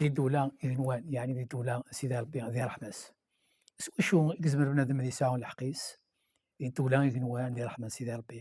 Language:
Kabyle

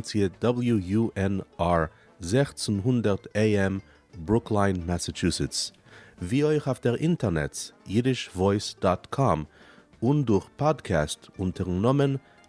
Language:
Yiddish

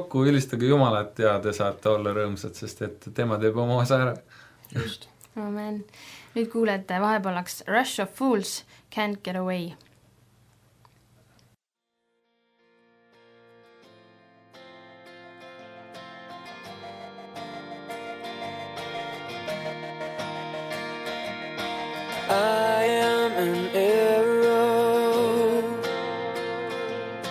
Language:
Estonian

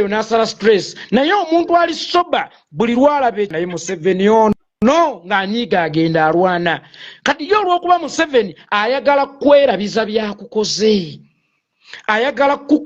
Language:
Ganda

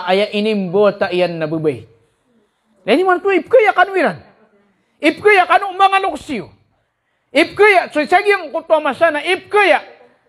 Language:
Maranao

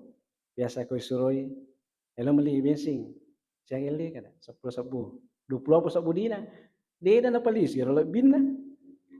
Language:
Buginese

